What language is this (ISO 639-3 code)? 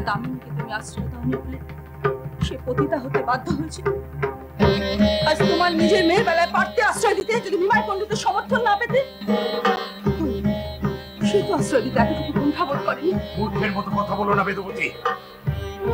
ben